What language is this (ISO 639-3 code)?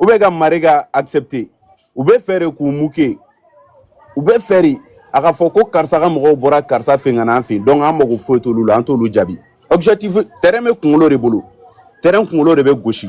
bam